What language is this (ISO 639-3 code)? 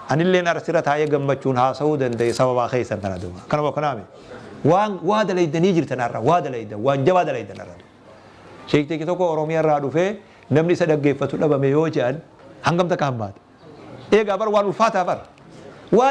orm